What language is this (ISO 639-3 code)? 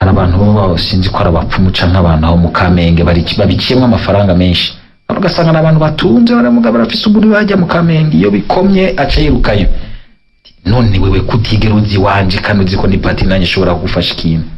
run